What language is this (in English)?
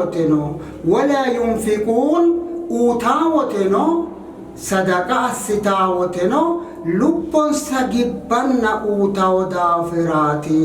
Sidamo